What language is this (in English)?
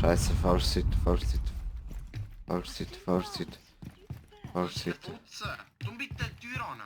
Swiss German